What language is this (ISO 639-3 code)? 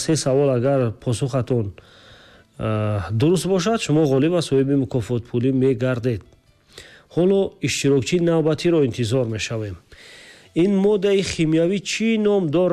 tgk